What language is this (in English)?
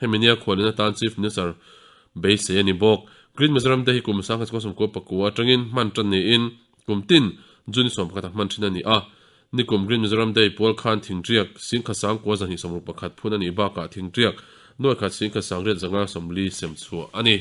Mizo